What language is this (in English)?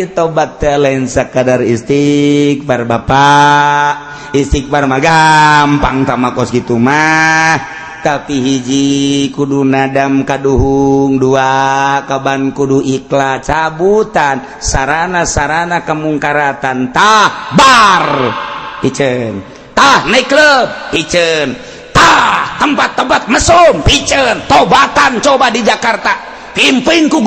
Sundanese